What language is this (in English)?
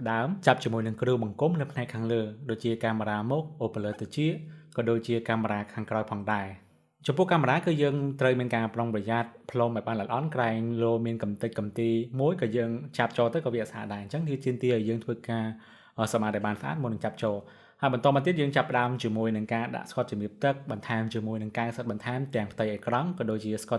Khmer